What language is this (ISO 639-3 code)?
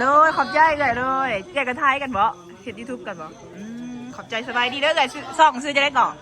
lao